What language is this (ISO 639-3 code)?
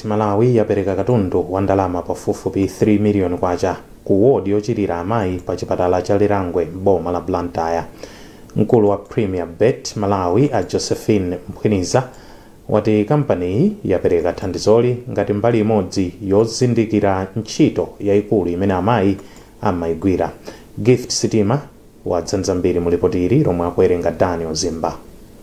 nya